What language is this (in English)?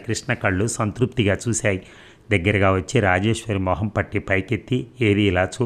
Telugu